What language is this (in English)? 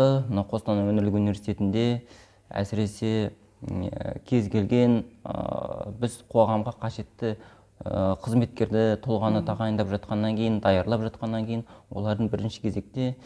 Kazakh